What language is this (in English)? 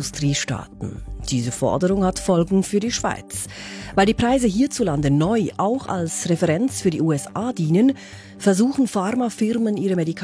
German